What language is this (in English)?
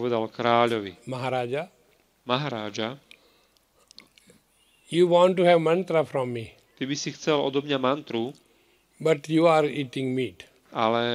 Slovak